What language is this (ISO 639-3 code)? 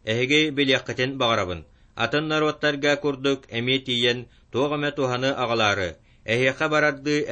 sah